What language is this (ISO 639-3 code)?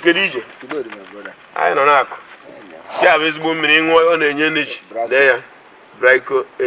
ibo